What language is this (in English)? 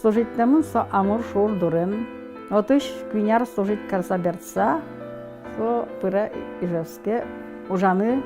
Udmurt